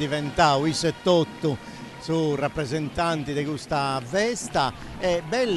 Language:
Sardinian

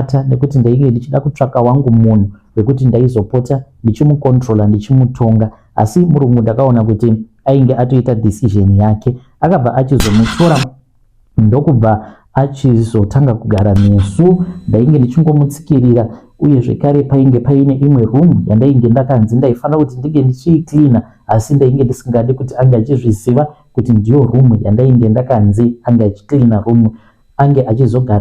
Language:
Shona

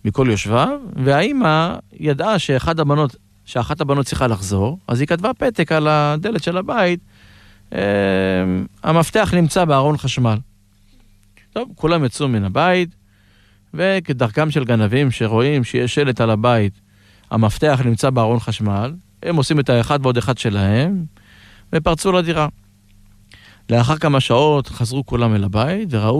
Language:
Hebrew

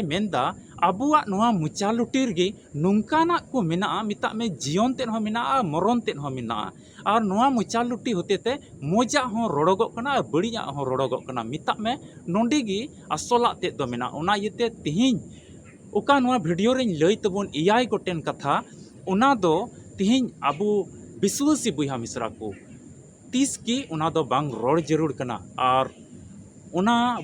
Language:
Santali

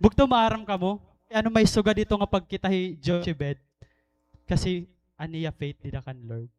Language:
Waray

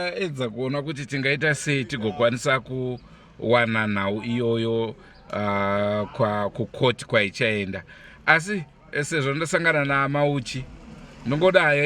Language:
Shona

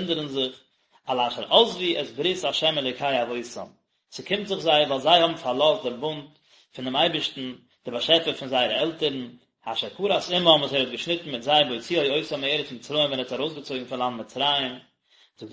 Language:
Yiddish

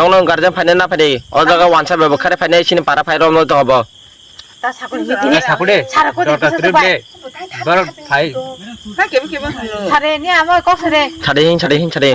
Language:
Kok Borok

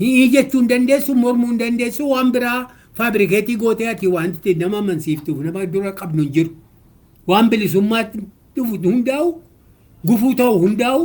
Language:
Oromo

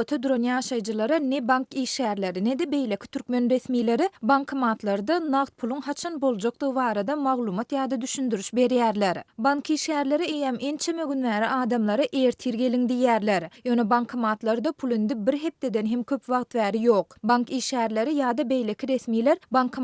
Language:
Turkmen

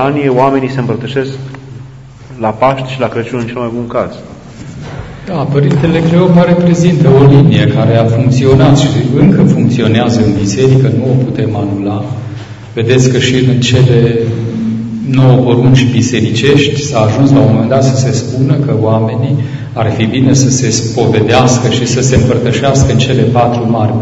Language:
Romanian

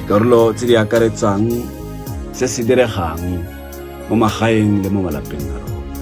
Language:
Tswana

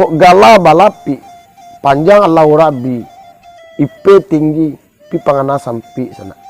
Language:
Minangkabau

